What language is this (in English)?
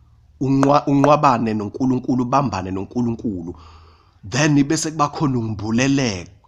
Zulu